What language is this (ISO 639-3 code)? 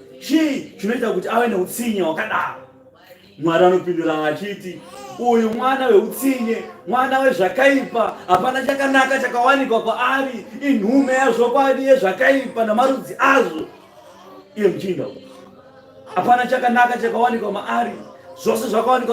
sna